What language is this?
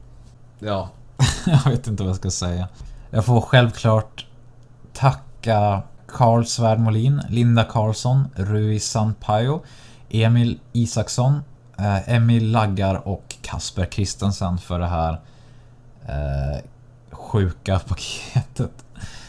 Swedish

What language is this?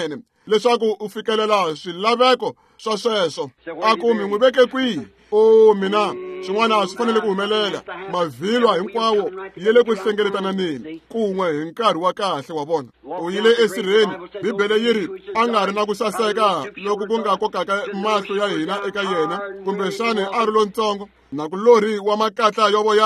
Tsonga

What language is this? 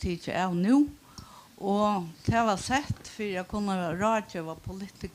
Faroese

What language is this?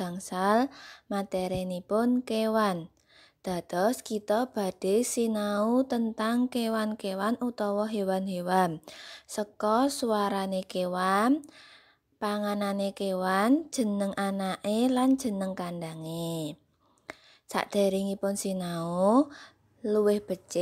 Javanese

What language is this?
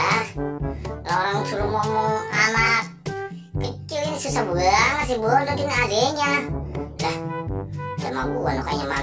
Betawi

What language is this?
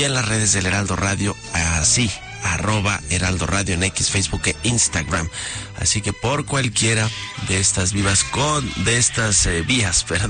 Spanish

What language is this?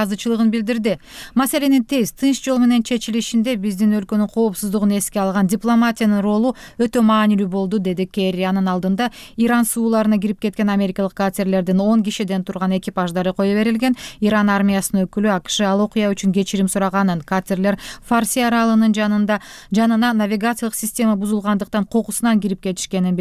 Kyrgyz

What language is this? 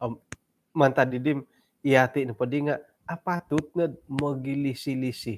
Central Dusun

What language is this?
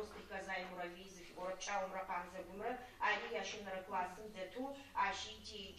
Adyghe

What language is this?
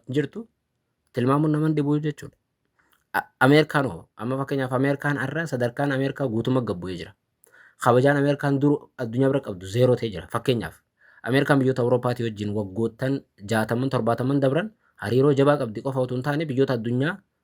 Oromo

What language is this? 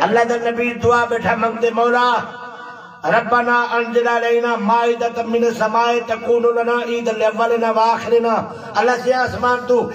Saraiki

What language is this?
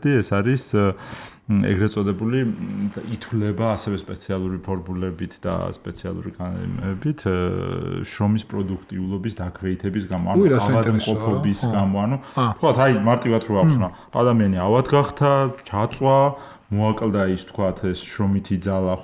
Georgian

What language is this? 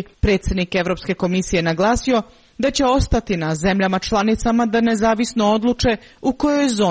Serbian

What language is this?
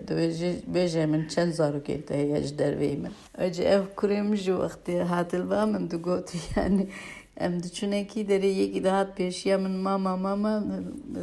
Kurdish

